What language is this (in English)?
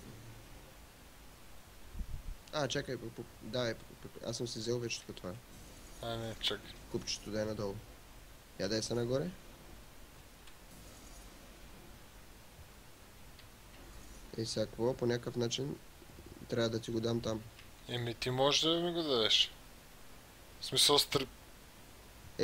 Bulgarian